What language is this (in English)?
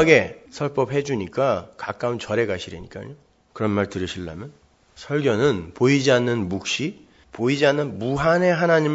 Korean